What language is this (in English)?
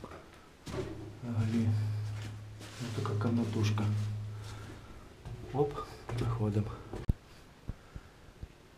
Ukrainian